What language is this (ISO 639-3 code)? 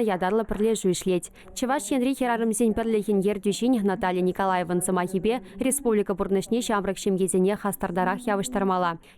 chv